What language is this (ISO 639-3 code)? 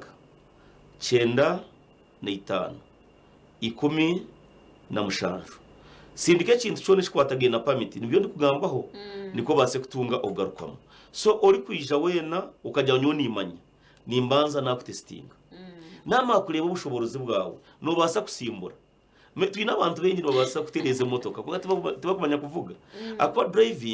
nyn